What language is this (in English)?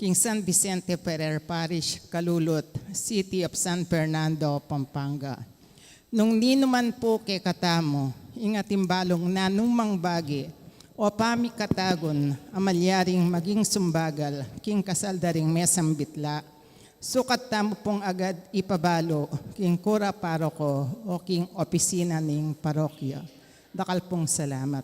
Pampanga